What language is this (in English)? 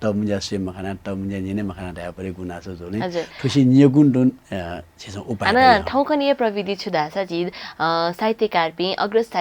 Newari